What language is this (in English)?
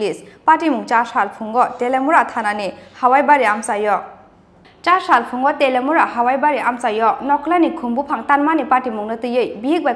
Kok Borok